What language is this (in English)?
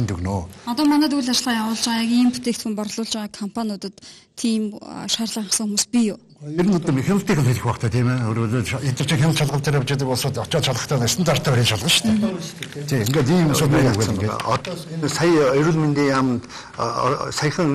Mongolian